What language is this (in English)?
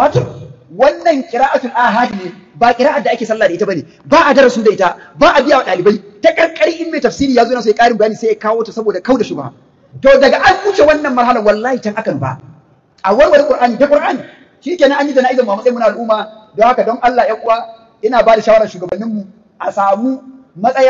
Hausa